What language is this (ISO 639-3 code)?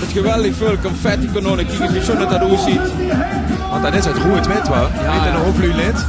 lim